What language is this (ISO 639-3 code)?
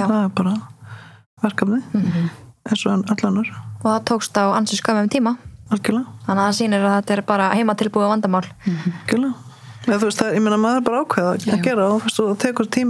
isl